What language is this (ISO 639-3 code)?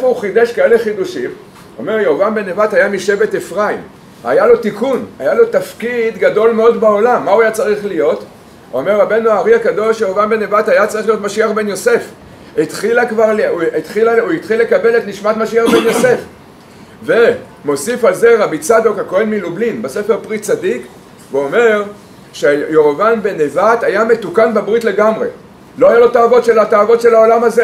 heb